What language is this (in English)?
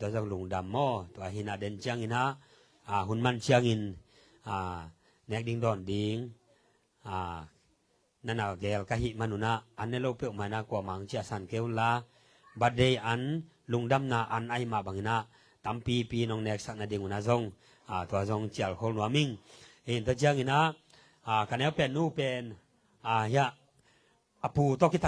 Tedim Chin